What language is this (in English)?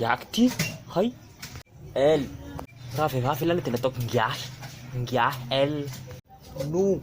Malagasy